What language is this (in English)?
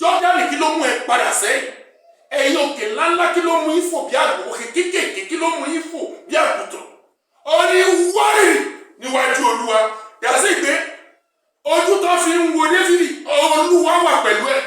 Yoruba